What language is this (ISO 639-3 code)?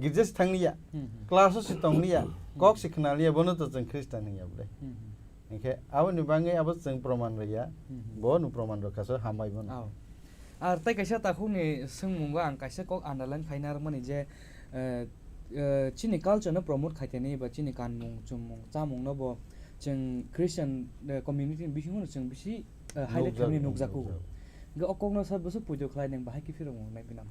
trp